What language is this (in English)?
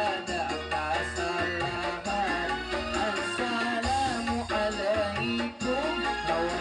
Banjar